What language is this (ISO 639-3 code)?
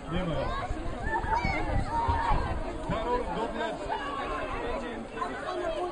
pol